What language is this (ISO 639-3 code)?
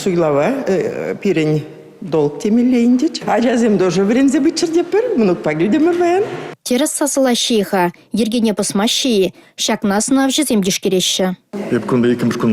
chv